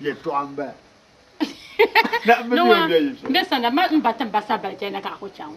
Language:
Dagbani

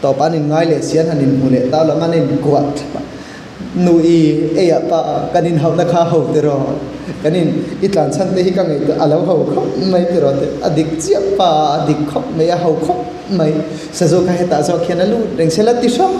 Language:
Mizo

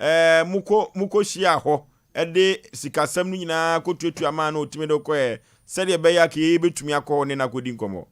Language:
Akan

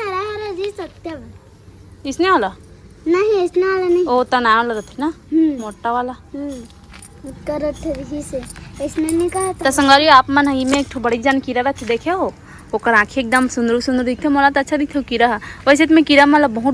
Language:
Chhattisgarhi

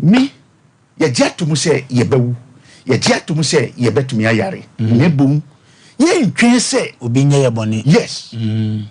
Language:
Akan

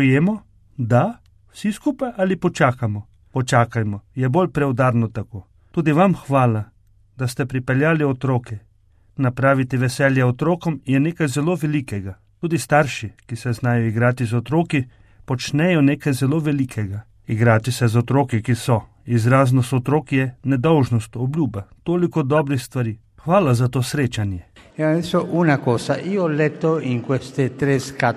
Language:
Slovenian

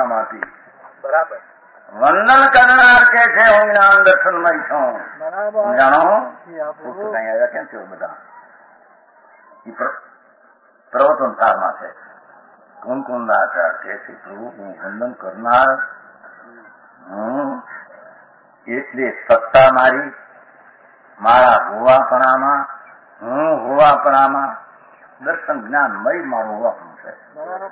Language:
Gujarati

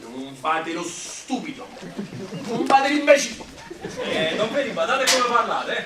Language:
Neapolitan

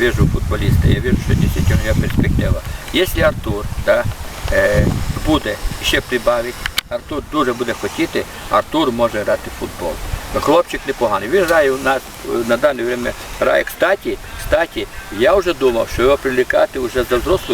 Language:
Rusyn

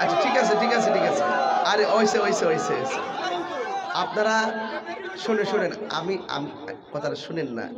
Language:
Sylheti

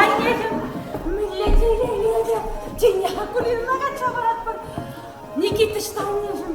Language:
Chuvash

